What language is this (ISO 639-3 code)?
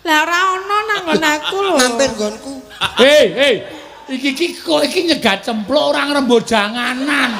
jav